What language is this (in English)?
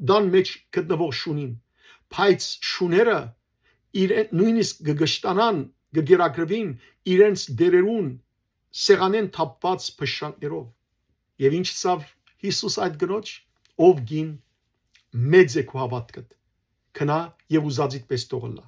Western Armenian